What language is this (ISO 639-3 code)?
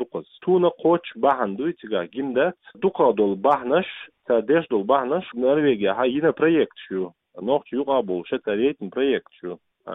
che